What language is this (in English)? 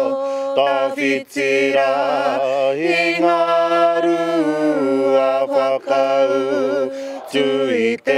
Māori